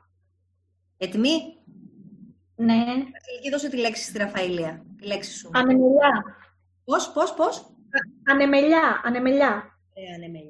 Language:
Greek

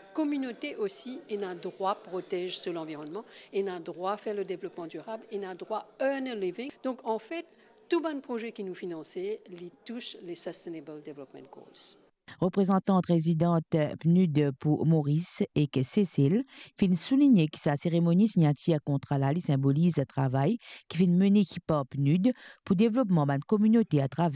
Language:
Morisyen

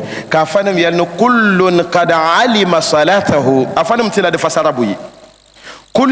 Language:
Dagbani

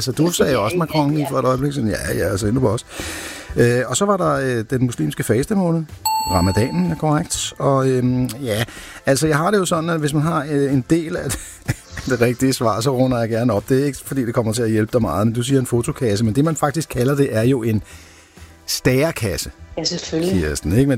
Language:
Danish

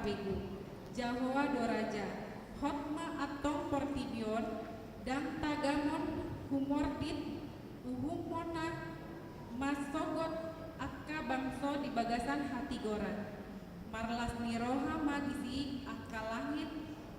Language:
Batak Toba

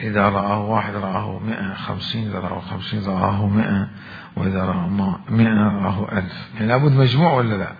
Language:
Mesopotamian Arabic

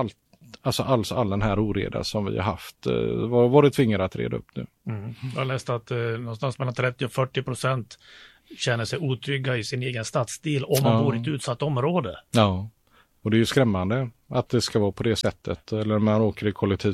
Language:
Swedish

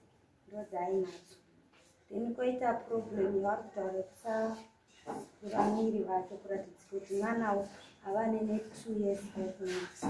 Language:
Shona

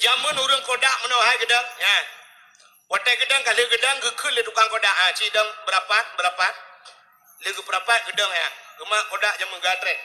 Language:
Achinese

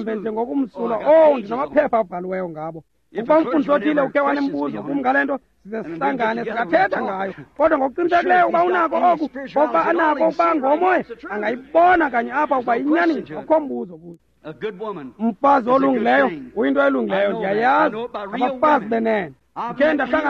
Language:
Xhosa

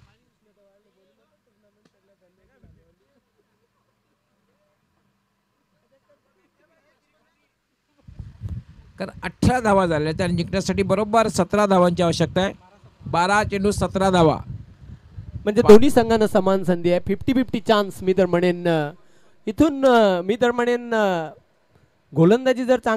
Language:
Marathi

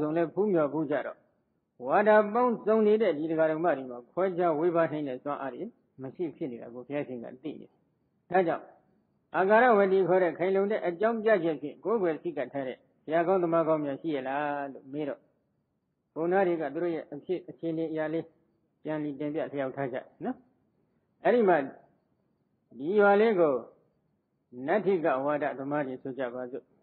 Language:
Burmese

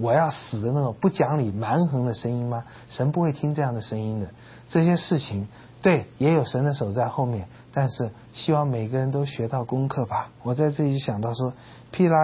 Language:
Chinese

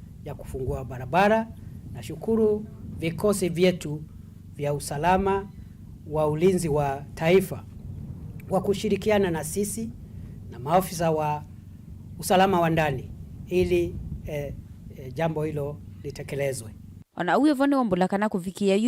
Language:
Kamba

